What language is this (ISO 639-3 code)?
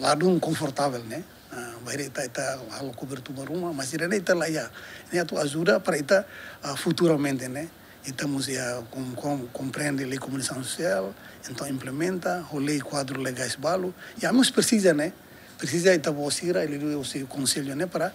tet